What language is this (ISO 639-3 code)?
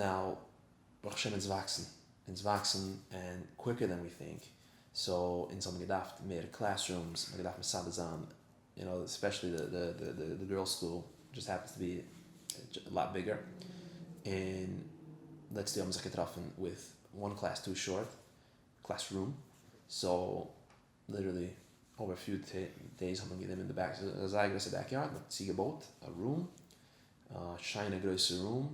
yid